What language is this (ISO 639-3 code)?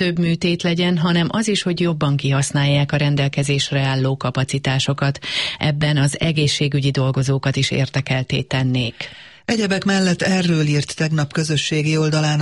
hun